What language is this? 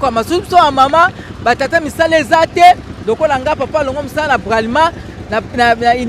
Lingala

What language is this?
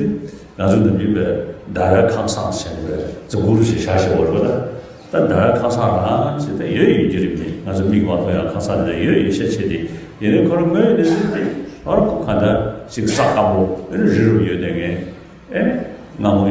Tibetan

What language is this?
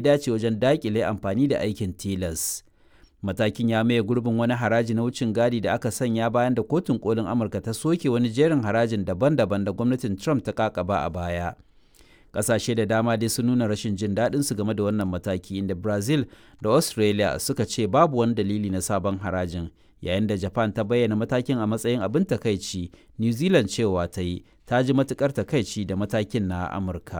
Hausa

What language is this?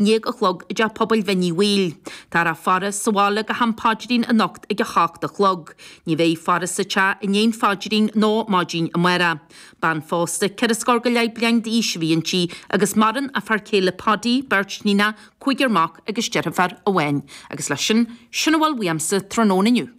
Irish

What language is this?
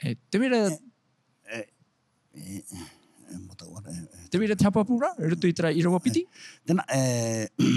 Tahitian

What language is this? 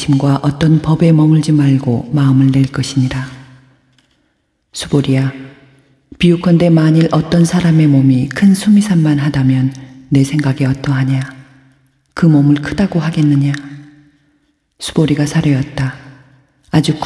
Korean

